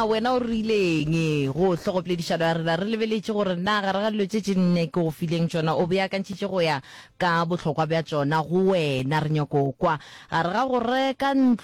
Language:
Northern Sotho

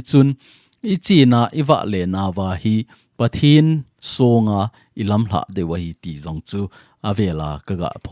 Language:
Thado Chin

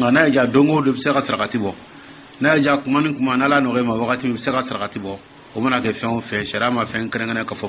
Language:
Dyula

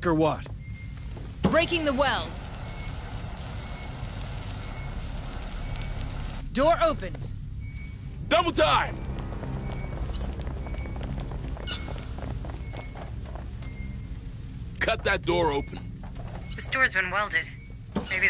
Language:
English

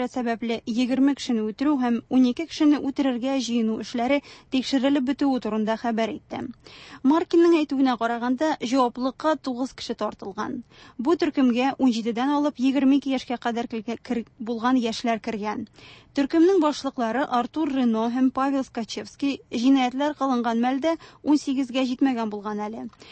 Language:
Tatar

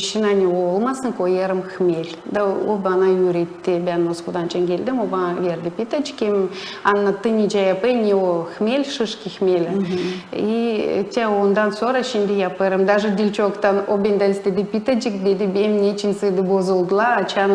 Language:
Gagauz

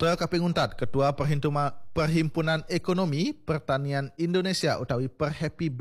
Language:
Balinese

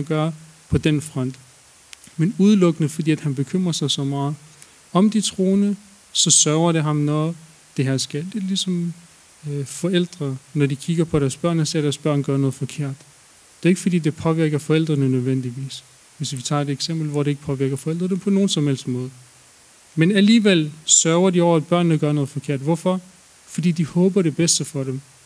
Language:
Danish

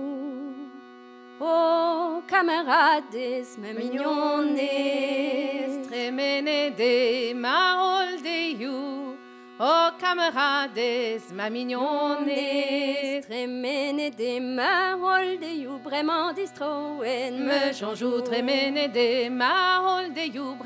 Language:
Breton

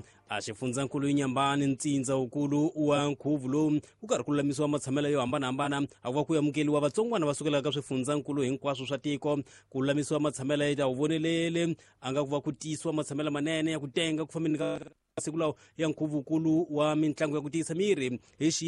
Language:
Tsonga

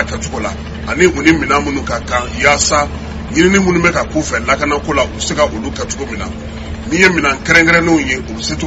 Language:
Bambara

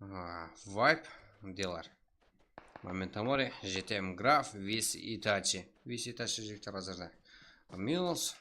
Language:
Kara-Kalpak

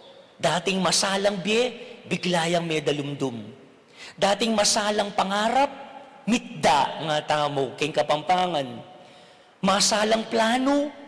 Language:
Pampanga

